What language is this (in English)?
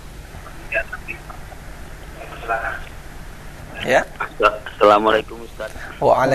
Indonesian